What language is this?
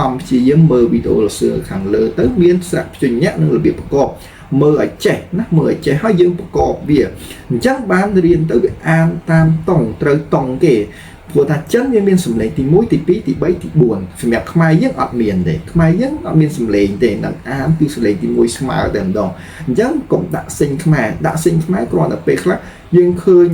Khmer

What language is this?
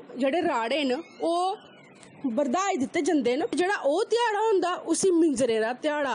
Dogri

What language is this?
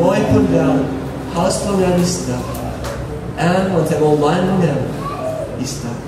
Tok Pisin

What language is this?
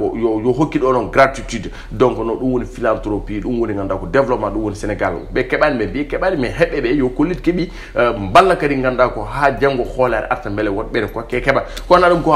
Fula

